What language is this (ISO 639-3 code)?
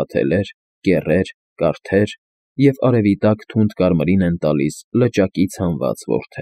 hye